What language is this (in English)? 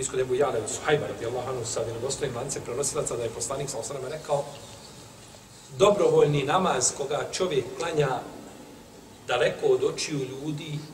Bosnian